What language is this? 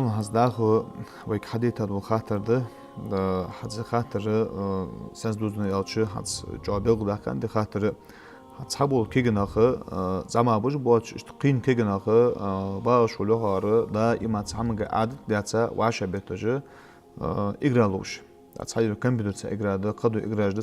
Ingush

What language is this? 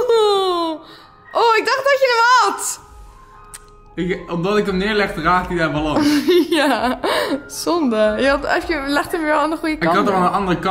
Dutch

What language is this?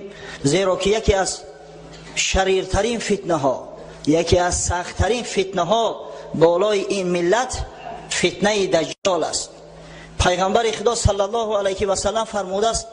Tajik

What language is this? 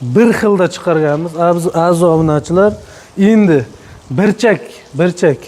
Uzbek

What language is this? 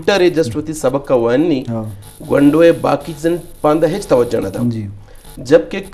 Eastern Balochi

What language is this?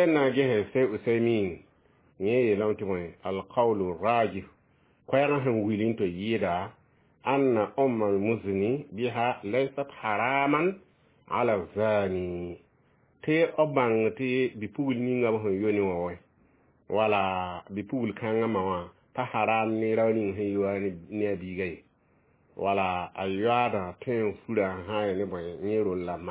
Mossi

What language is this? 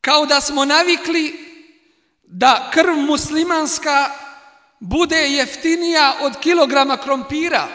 Bosnian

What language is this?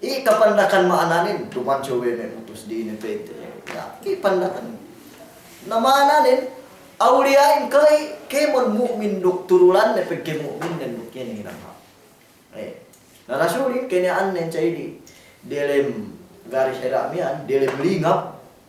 Yakan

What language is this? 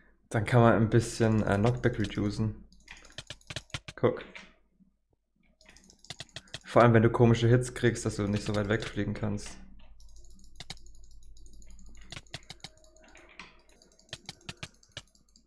German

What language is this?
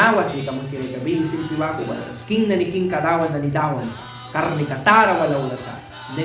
Mískito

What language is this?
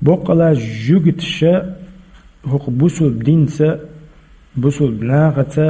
Chechen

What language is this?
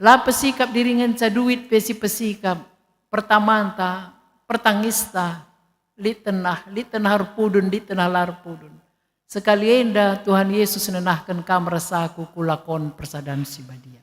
Batak Karo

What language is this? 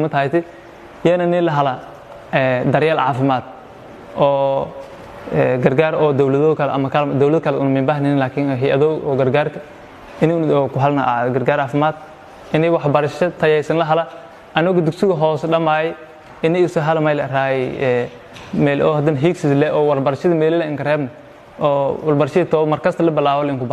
Somali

